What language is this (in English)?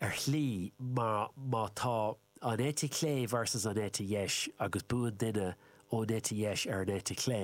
Irish